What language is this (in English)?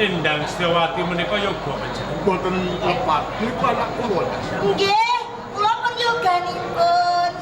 Javanese